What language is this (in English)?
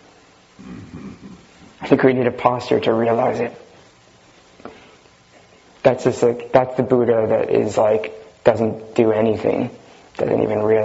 English